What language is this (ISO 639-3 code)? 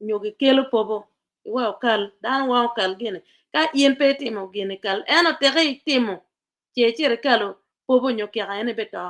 ach